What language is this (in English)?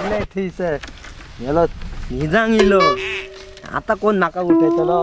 Konkani